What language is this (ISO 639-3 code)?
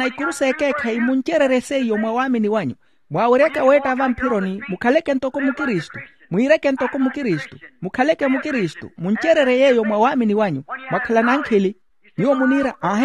vmw